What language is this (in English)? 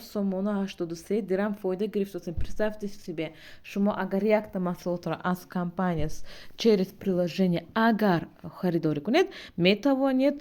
Tajik